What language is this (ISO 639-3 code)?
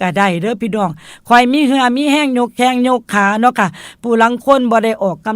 tts